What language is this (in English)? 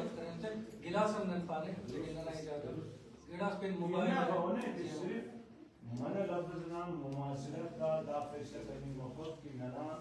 Brahui